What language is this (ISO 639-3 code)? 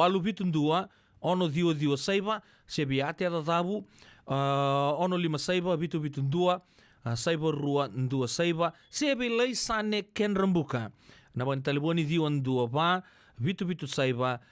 fij